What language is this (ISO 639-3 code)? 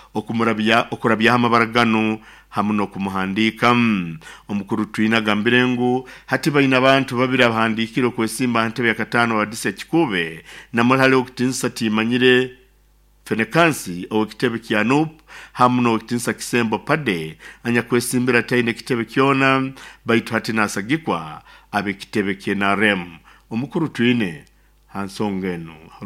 nyo